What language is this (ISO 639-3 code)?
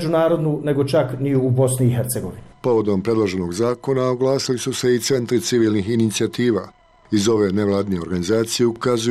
bos